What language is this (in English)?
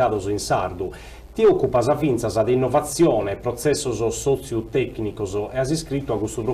Sardinian